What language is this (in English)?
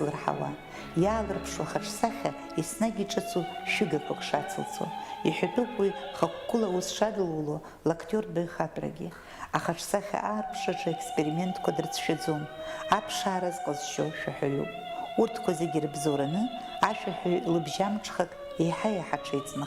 Abkhazian